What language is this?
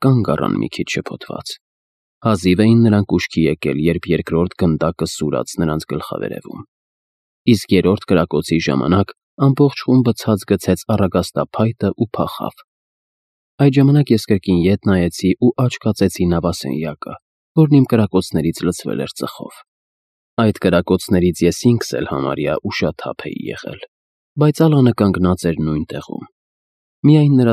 Armenian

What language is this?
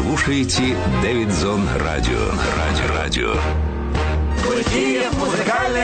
Russian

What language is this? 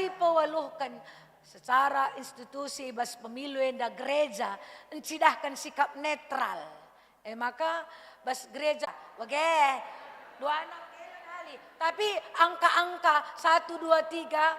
Batak Karo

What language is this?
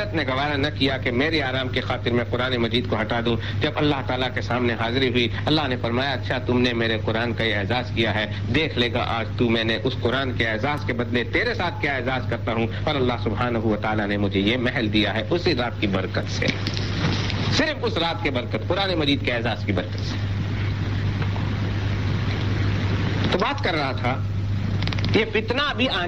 Urdu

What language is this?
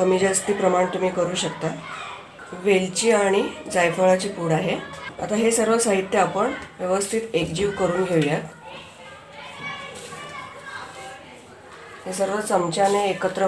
Marathi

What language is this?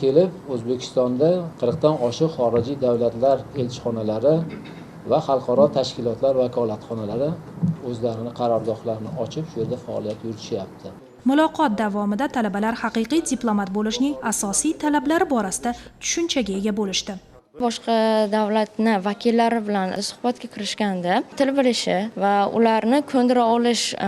Uzbek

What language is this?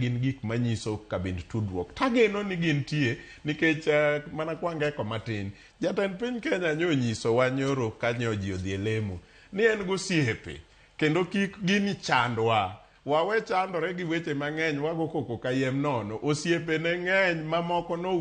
Luo (Kenya and Tanzania)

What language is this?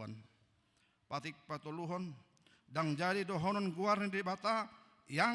Batak Toba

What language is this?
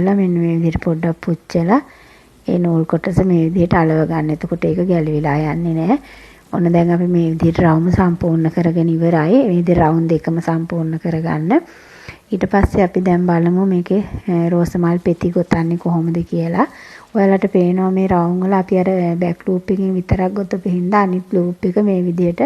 Sinhala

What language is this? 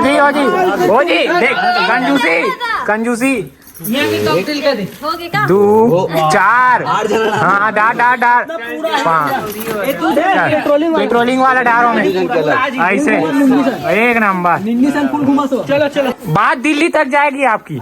Chhattisgarhi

